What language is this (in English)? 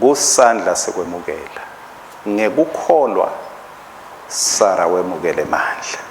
Swati